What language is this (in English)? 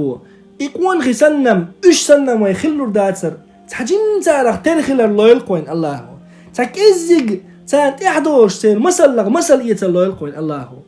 Chechen